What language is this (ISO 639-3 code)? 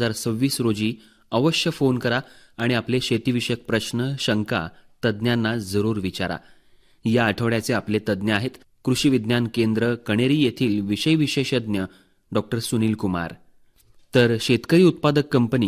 mar